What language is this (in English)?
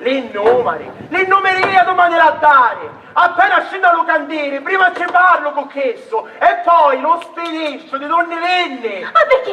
Sicilian